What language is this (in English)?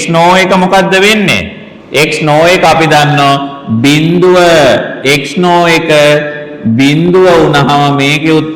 Sinhala